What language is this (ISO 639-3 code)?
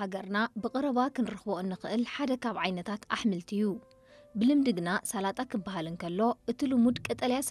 tir